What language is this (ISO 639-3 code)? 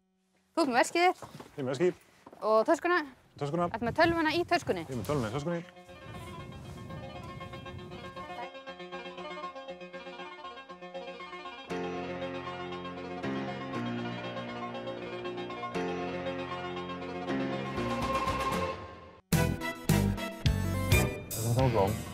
isl